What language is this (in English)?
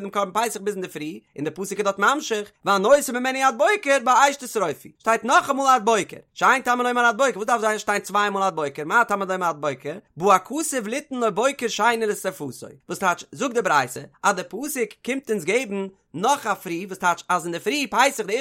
Yiddish